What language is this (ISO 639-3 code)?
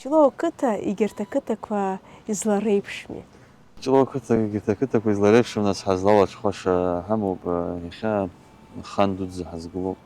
abk